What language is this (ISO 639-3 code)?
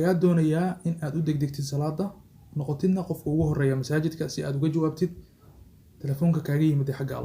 som